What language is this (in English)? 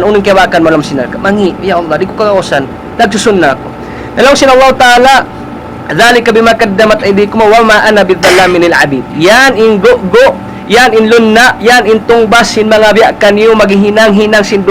Tausug